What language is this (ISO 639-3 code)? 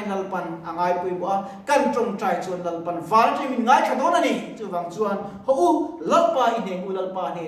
lus